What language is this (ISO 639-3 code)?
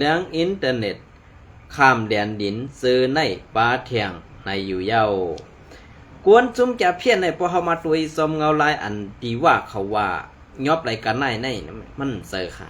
shn